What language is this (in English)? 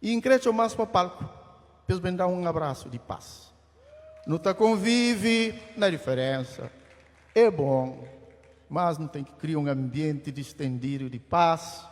Kabuverdianu